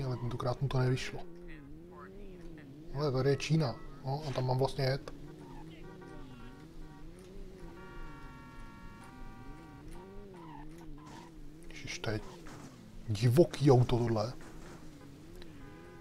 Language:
Czech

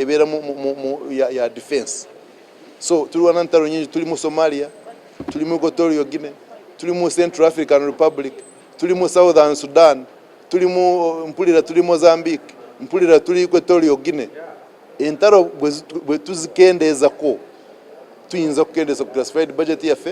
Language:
Ganda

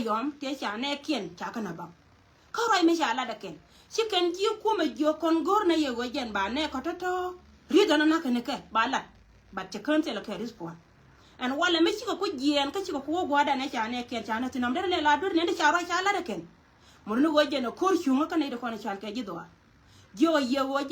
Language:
Nuer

